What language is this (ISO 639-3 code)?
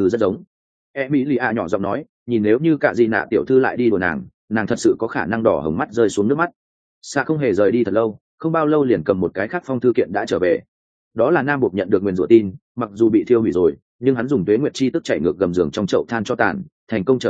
vie